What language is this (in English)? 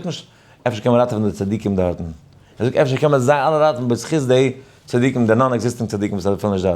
Yiddish